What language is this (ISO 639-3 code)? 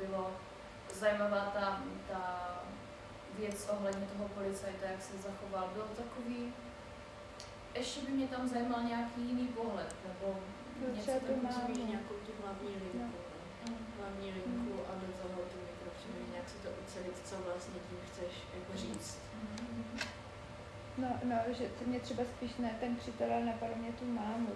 ces